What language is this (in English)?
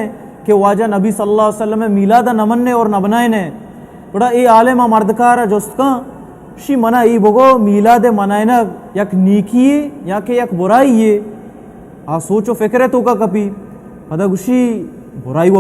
Baluchi